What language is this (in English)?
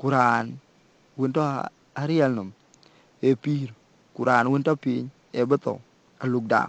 Dinka